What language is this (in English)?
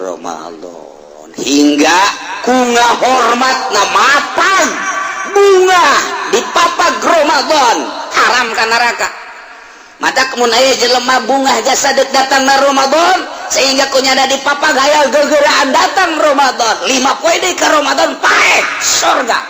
Sundanese